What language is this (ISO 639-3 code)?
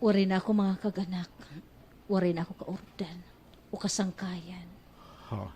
war